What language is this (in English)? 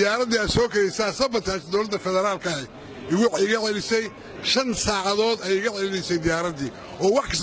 Somali